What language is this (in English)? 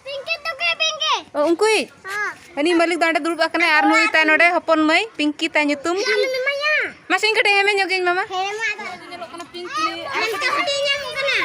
Santali